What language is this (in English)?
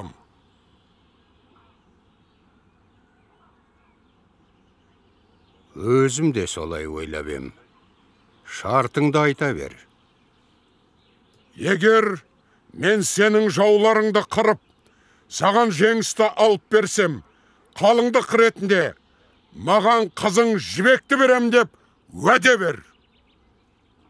Kazakh